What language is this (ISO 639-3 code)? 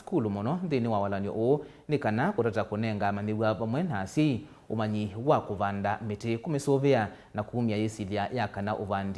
kam